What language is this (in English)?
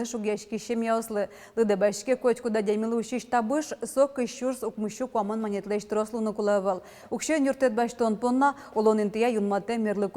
Udmurt